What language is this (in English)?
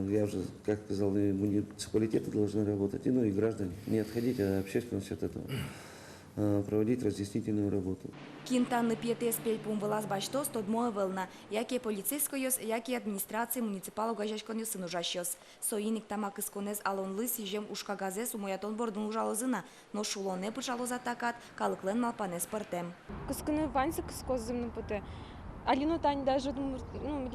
Udmurt